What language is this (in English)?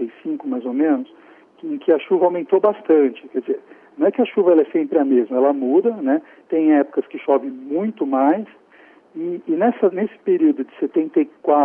Portuguese